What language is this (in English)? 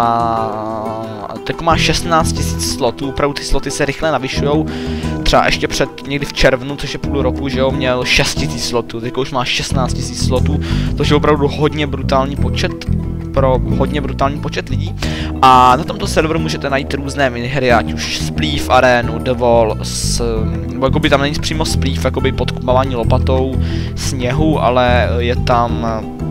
Czech